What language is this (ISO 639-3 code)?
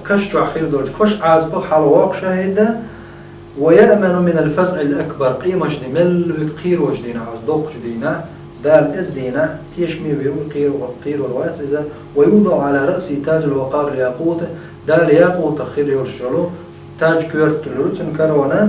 che